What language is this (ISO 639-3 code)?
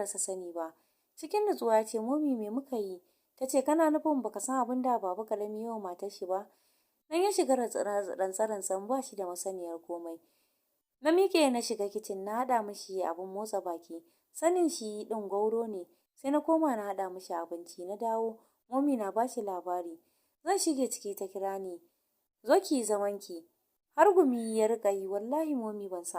hau